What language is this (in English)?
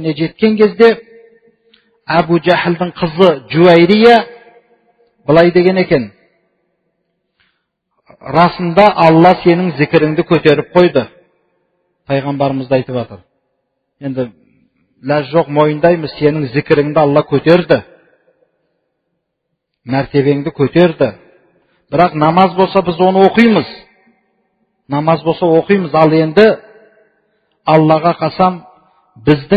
Kazakh